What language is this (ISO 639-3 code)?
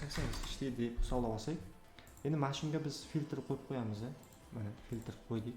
uzb